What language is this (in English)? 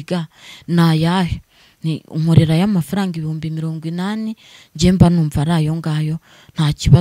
Kinyarwanda